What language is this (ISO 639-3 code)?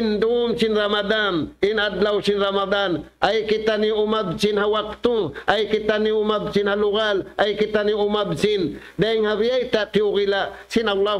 tsg